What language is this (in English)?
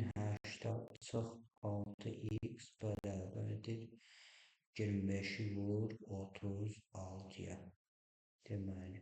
Azerbaijani